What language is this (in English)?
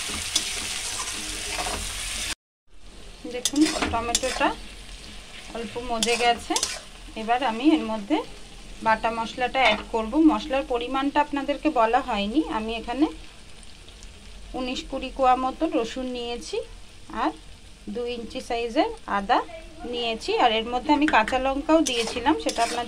Bangla